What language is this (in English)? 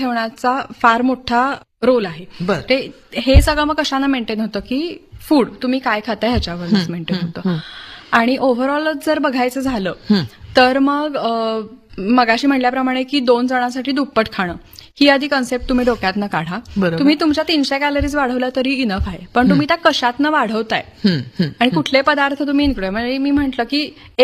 Marathi